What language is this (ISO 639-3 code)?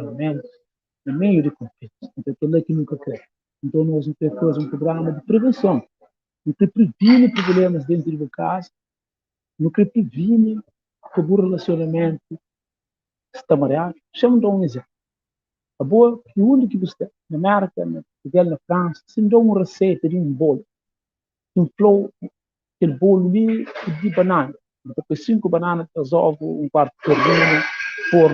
kea